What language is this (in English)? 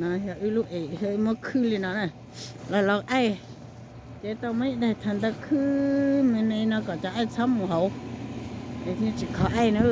Hmong